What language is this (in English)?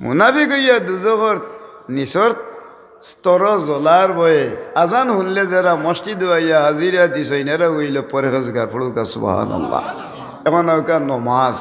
Sylheti